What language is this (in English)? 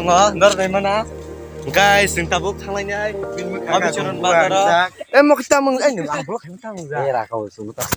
Kok Borok